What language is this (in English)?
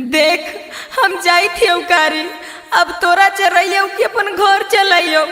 Magahi